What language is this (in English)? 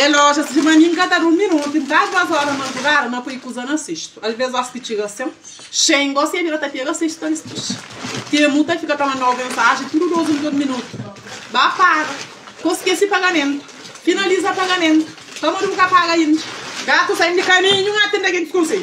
Kabuverdianu